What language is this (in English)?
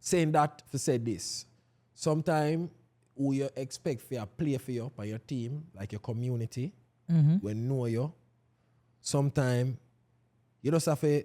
Jamaican Creole English